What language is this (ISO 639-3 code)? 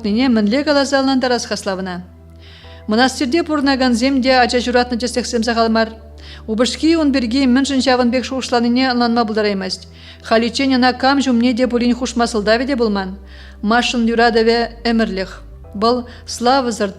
chv